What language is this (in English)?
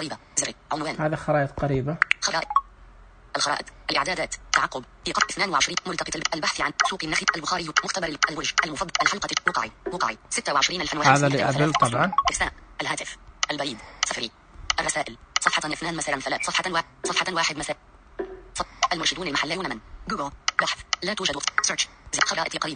Najdi Arabic